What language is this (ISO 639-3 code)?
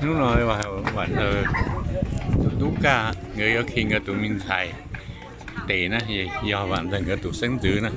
hmn